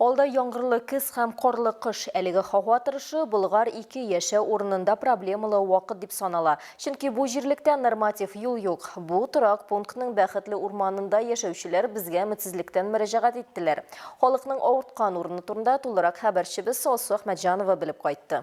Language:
Tatar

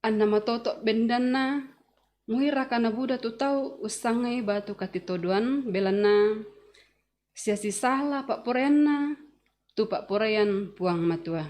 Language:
Toraja-Sa'dan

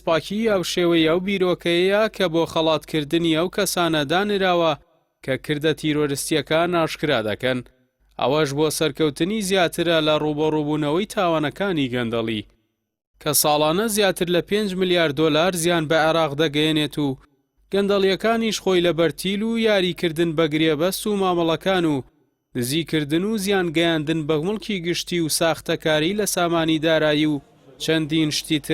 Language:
Central Kurdish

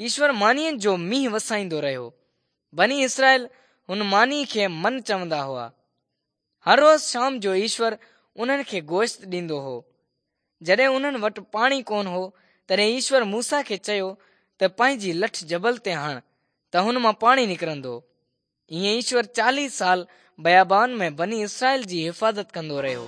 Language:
Sindhi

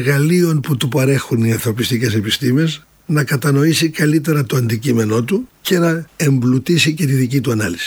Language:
Greek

